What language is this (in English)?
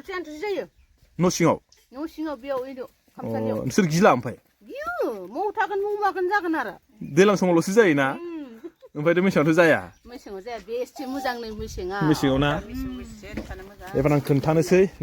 Bodo